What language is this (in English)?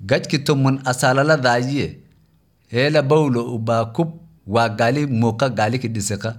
Somali